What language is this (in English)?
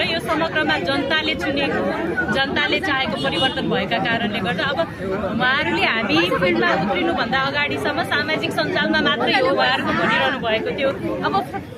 Nepali